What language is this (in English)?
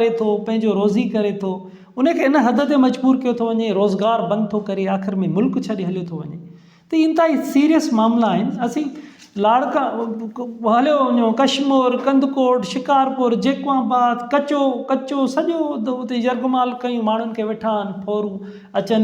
Sindhi